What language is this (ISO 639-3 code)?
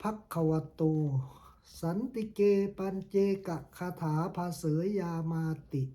pli